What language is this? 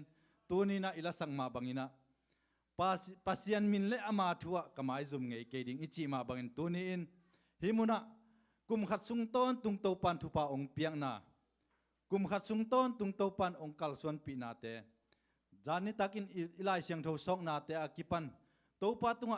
Tedim Chin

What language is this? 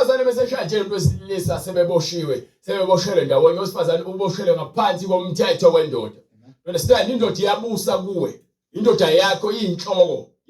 Zulu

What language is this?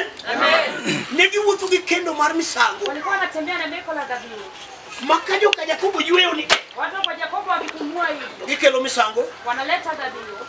Luo (Kenya and Tanzania)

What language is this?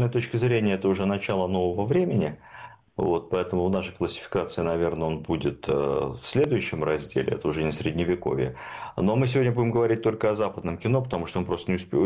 Russian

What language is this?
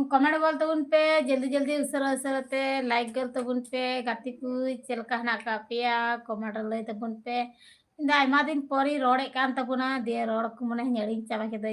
Santali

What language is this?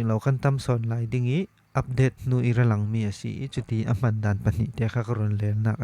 Falam Chin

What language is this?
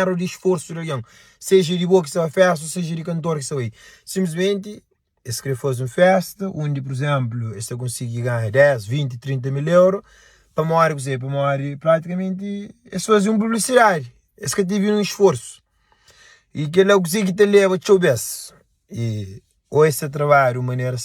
Kabuverdianu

